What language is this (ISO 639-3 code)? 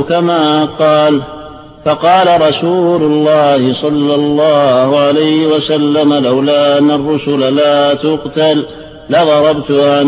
ara